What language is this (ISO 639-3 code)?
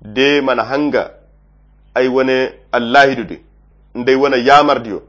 khq